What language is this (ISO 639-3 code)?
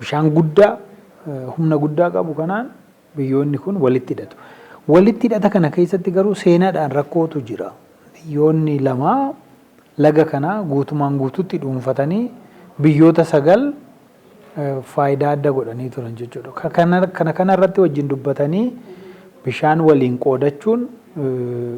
orm